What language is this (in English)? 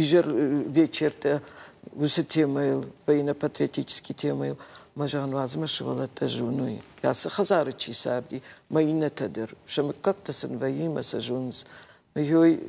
Ossetic